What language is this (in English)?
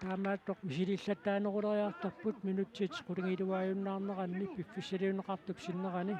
Kalaallisut